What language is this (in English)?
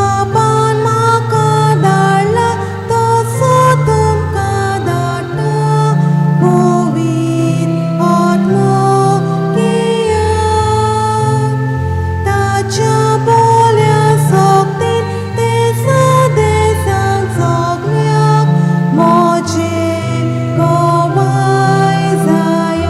Konkani